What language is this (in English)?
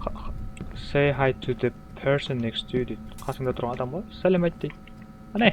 Kara-Kalpak